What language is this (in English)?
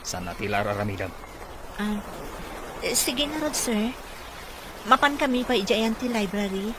Iloko